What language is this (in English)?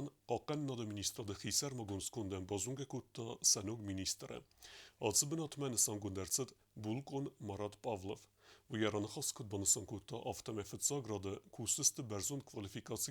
Ossetic